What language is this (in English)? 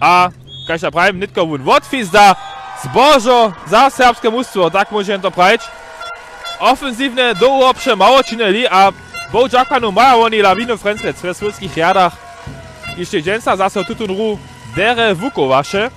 Upper Sorbian